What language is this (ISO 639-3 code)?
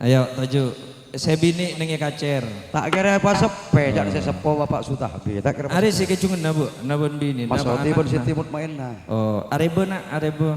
mad